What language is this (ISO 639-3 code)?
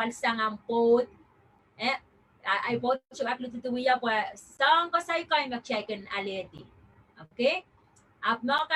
pon